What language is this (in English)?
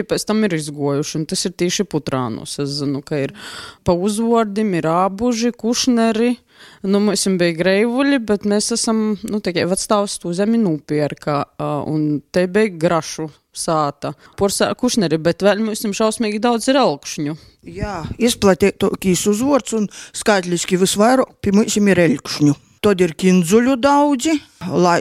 Latvian